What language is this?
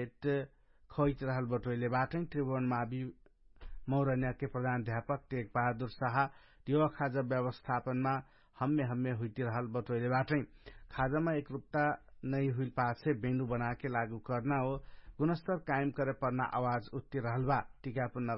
Dangaura Tharu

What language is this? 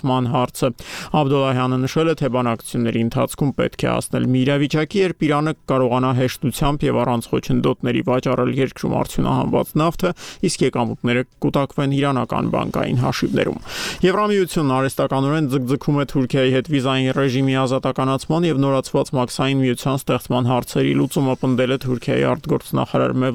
Armenian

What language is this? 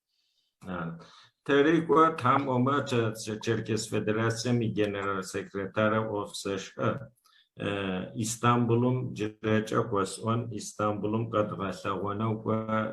Adyghe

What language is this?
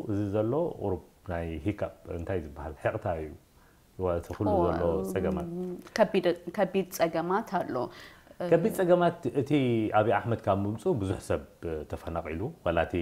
Tigrinya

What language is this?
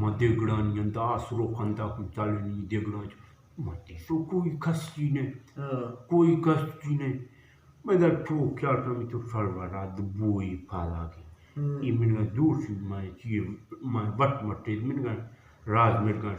Eastern Balochi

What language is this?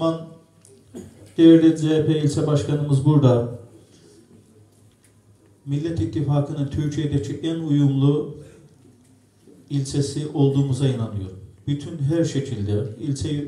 Turkish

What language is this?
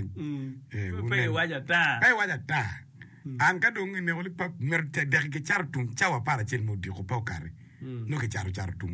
Acoli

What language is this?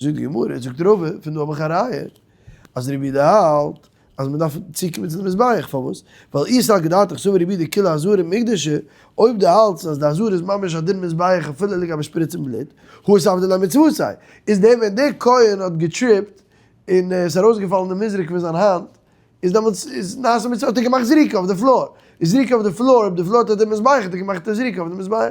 Yiddish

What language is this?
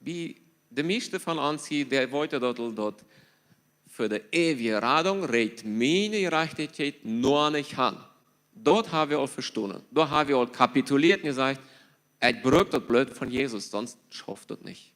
Plautdietsch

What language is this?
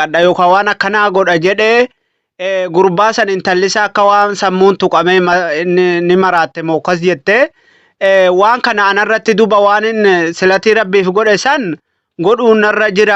Oromo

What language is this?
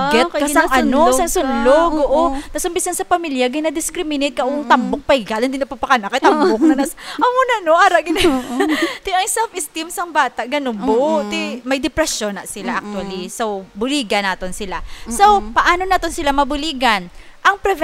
Hiligaynon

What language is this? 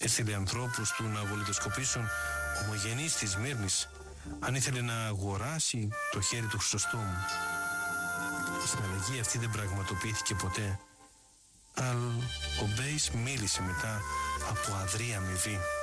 Greek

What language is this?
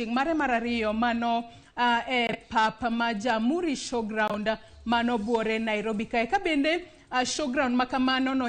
Luo (Kenya and Tanzania)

